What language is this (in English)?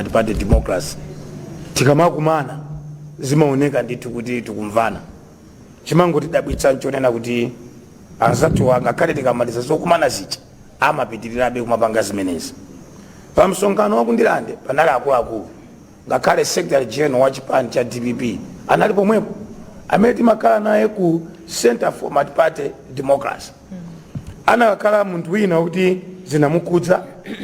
Nyanja